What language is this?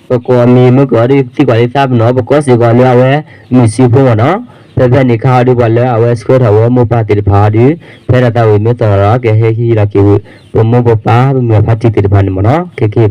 S'gaw Karen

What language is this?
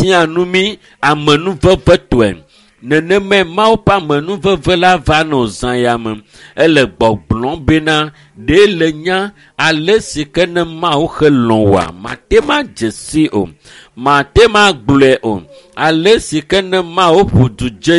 Ewe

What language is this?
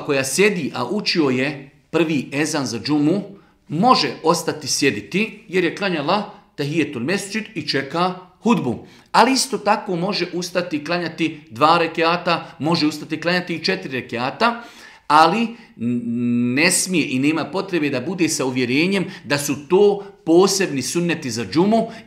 Bosnian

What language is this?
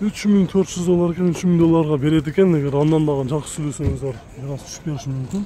Kyrgyz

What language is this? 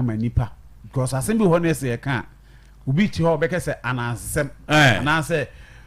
Akan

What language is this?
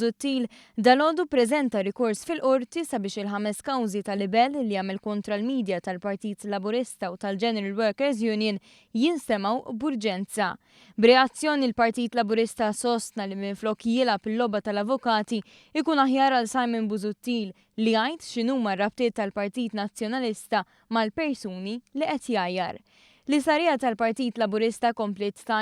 Maltese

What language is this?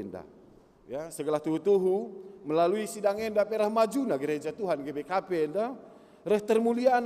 Batak Karo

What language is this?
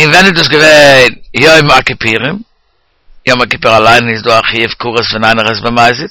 Yiddish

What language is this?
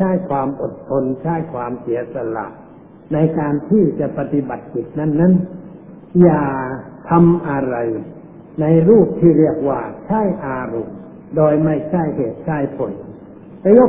Thai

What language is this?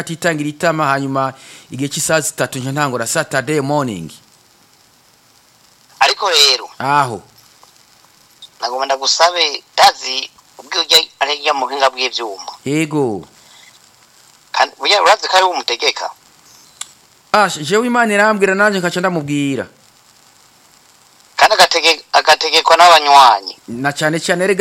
Rundi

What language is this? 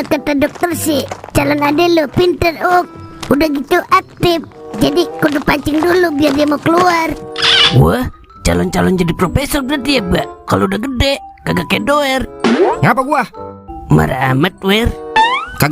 Betawi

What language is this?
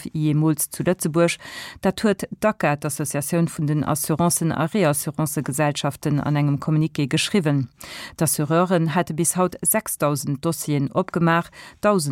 Luxembourgish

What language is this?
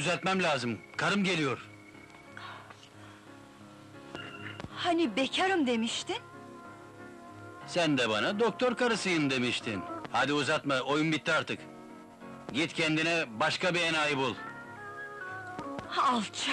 Turkish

